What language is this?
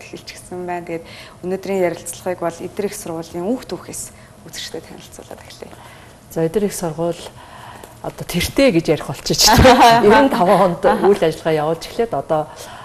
Mongolian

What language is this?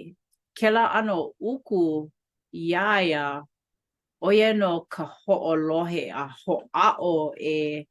Hawaiian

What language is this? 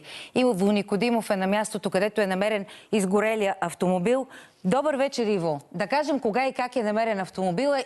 Bulgarian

